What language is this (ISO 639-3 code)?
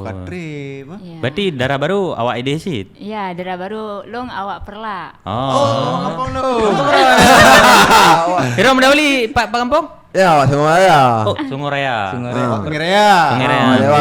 ace